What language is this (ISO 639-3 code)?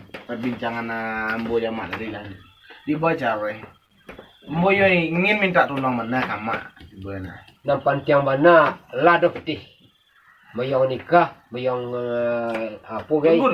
min